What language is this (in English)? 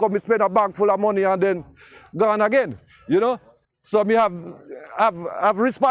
Jamaican Creole English